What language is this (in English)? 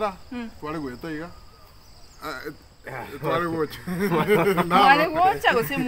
Gusii